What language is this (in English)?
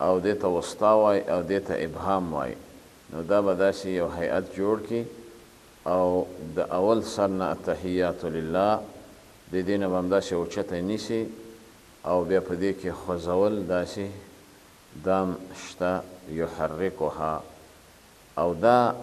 Pashto